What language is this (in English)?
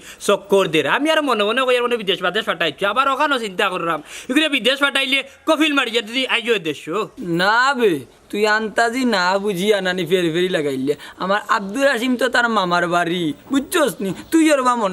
Sylheti